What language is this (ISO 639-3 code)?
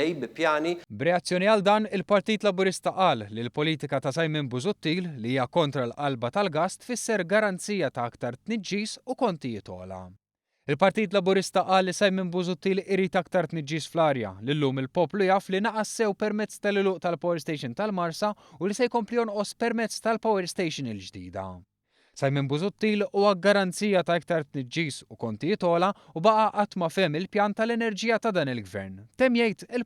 mlt